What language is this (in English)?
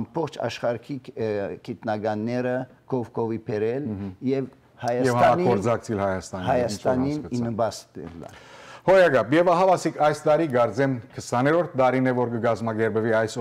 Western Armenian